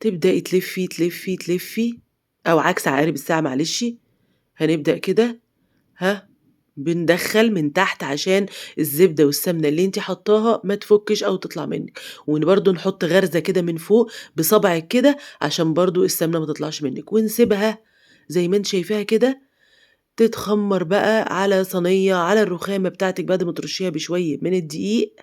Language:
Egyptian Arabic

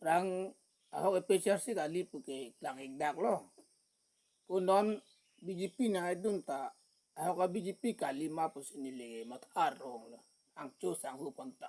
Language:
Karbi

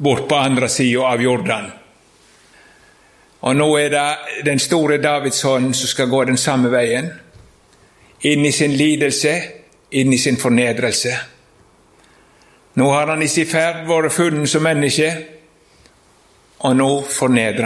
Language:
Norwegian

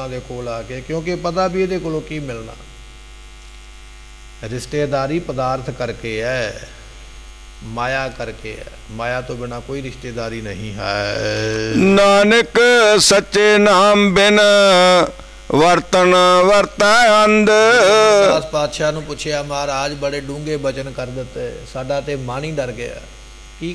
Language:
Punjabi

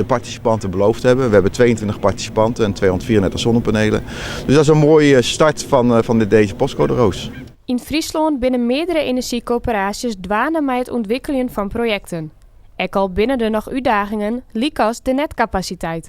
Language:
Western Frisian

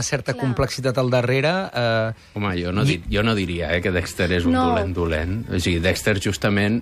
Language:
Catalan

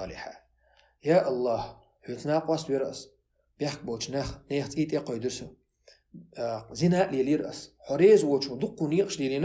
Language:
Chechen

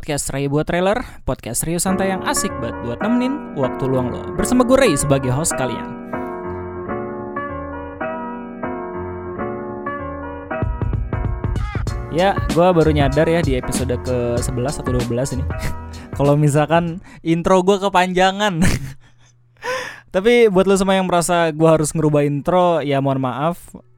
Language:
Indonesian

